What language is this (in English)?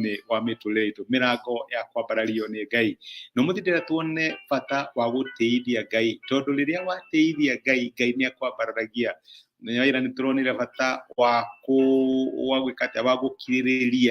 Kikuyu